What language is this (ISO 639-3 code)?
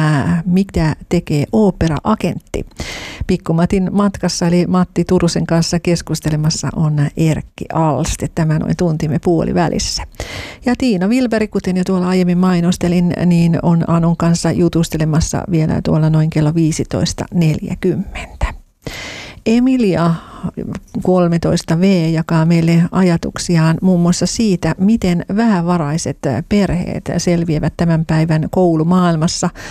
fin